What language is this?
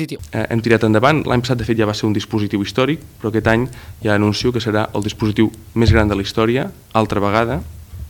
Catalan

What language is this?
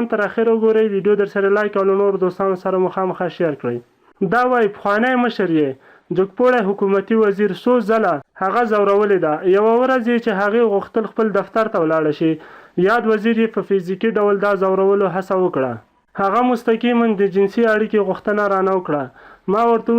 Pashto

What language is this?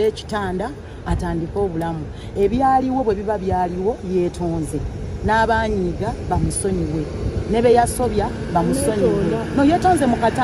Ganda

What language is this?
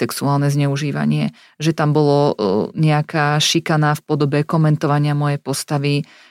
Slovak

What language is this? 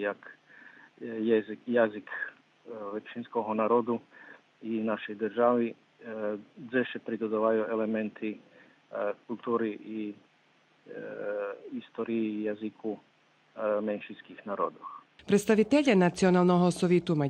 Rusyn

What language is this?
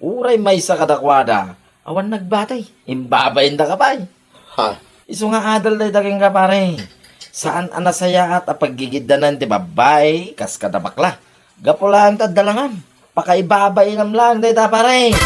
Iloko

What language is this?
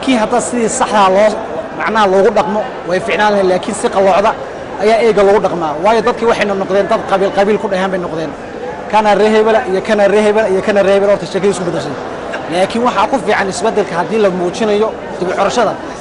Somali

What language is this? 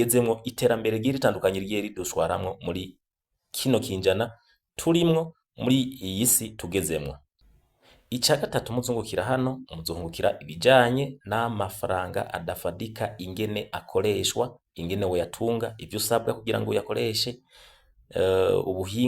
Rundi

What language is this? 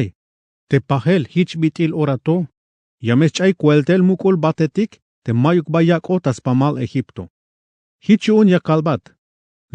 Tzeltal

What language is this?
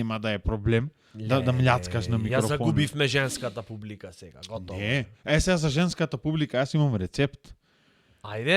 Macedonian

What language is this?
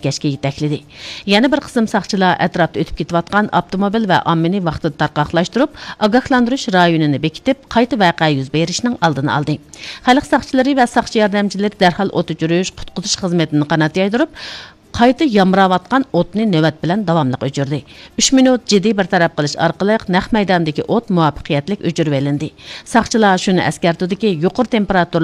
Uyghur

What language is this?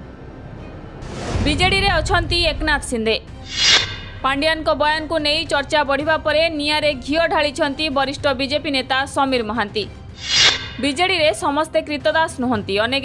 Odia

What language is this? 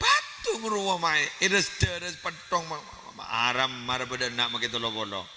Madurese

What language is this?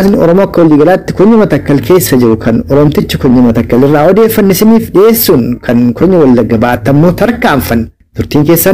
Oromo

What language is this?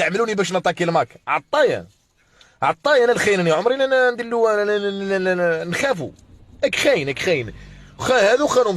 Algerian Arabic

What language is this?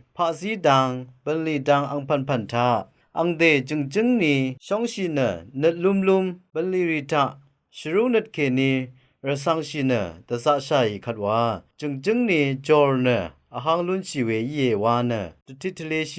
Rawang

